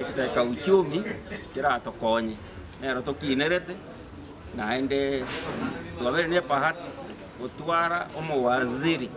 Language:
Gusii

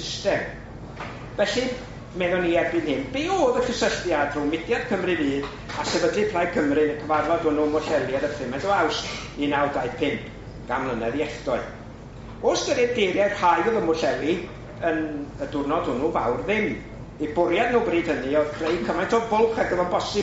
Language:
Welsh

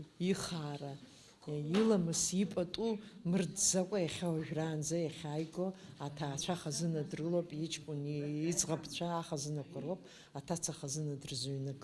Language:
Abkhazian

